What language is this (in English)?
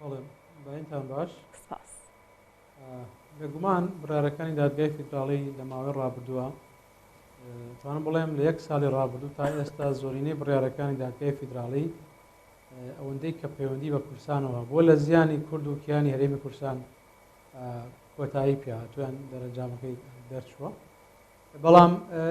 Central Kurdish